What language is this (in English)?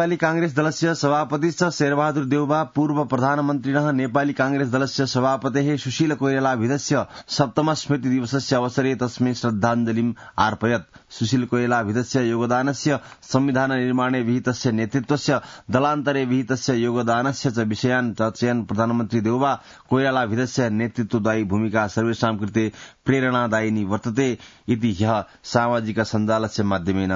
Sanskrit